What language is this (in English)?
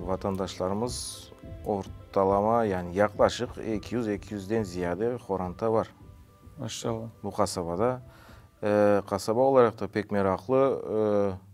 Crimean Tatar